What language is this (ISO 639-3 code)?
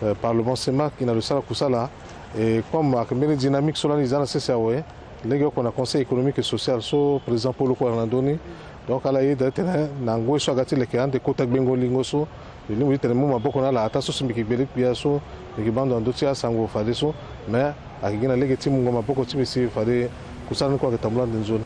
sag